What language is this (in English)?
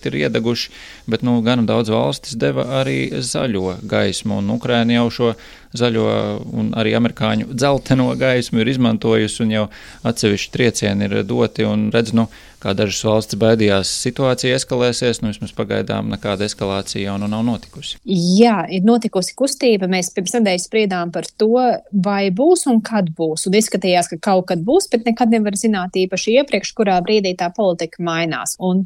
Latvian